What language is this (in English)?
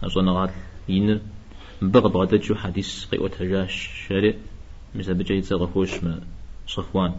Kabardian